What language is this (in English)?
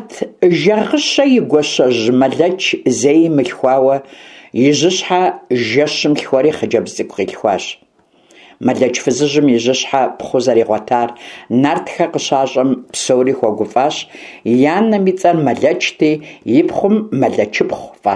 Kabardian